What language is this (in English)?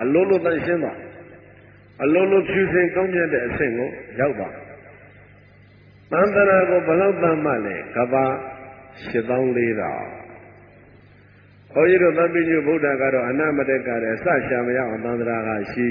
Burmese